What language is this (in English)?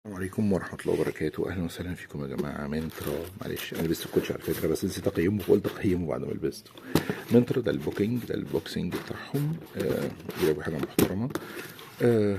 Egyptian Arabic